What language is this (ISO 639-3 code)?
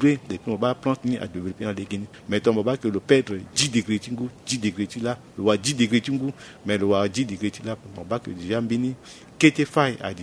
sag